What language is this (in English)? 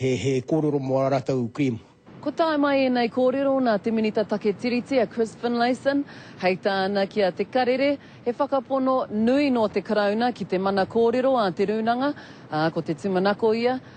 Māori